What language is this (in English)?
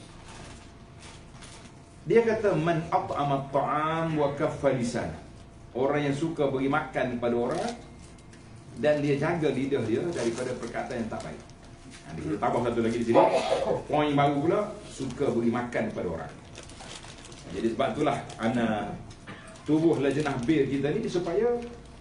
Malay